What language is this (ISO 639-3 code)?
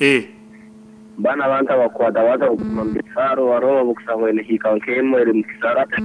nyn